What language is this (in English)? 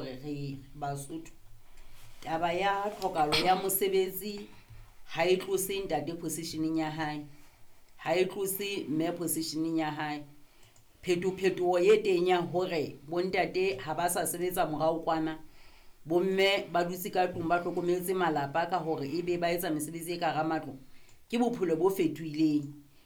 Southern Sotho